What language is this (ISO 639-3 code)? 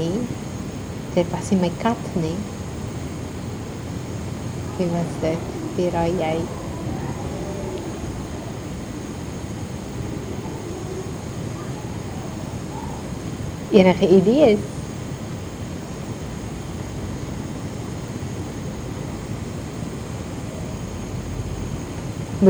afr